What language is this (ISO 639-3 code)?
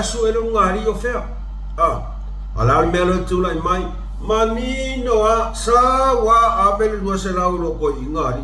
smo